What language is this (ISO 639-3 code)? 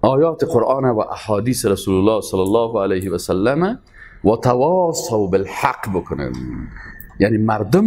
fas